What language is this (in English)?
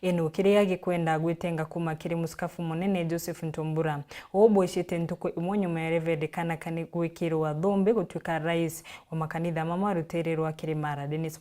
Meru